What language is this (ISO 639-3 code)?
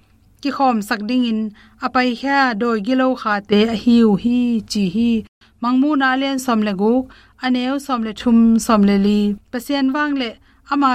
ctd